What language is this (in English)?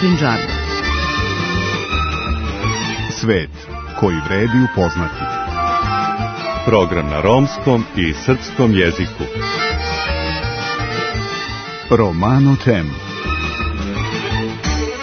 Serbian